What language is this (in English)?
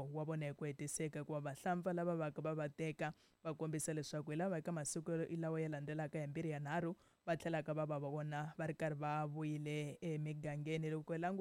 Tsonga